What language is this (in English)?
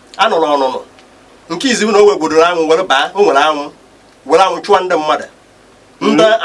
Igbo